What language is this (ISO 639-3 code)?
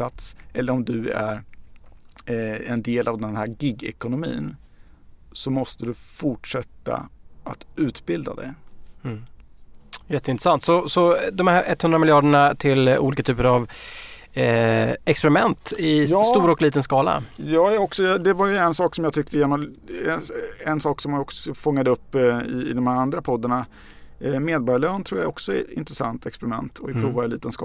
swe